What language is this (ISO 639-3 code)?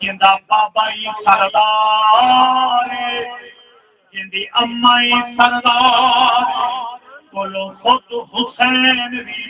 skr